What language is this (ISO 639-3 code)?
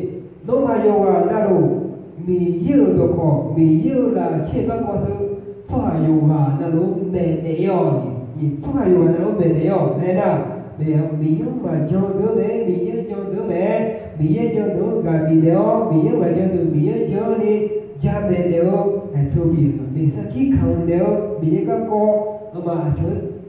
ahk